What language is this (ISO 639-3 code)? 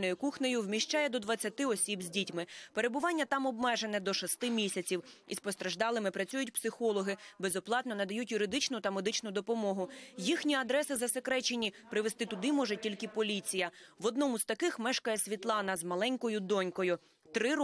ukr